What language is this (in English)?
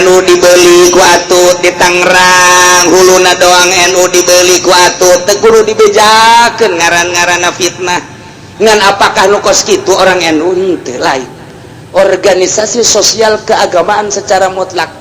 Sundanese